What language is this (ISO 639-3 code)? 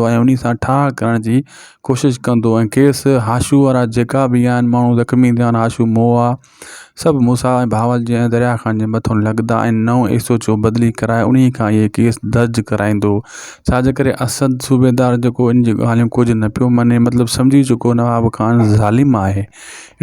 snd